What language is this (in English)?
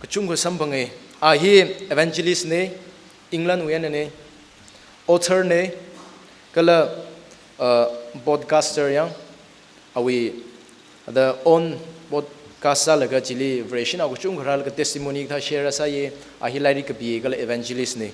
Tangkhul Naga (India)